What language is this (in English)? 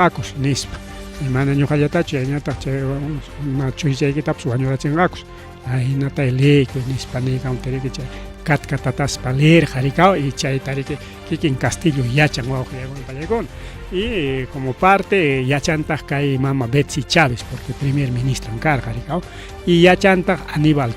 Ayacucho Quechua